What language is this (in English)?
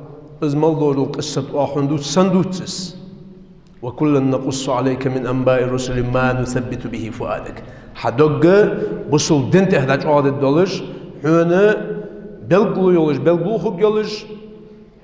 Ingush